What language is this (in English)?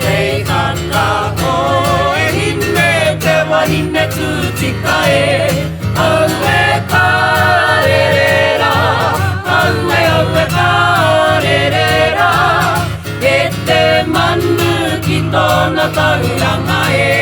Māori